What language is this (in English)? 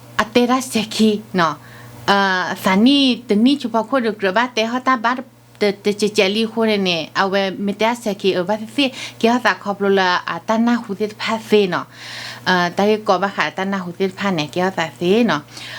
S'gaw Karen